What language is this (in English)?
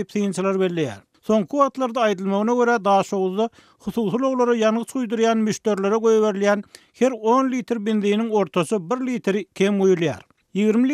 Turkmen